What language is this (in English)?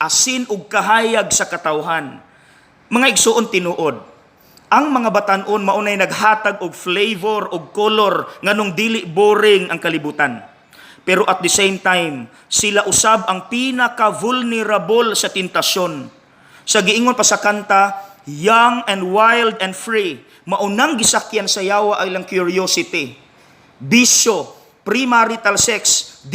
Cebuano